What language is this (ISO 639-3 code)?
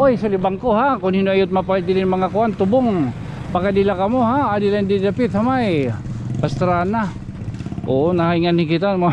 war